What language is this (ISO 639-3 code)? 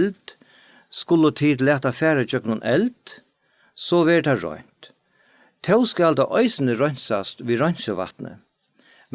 fao